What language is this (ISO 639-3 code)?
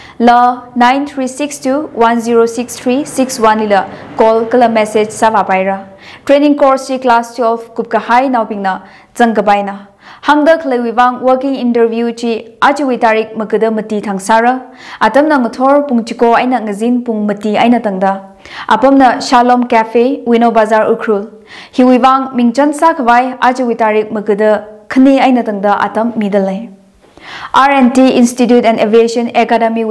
nmf